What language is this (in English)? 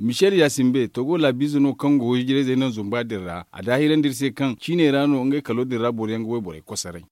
Zarma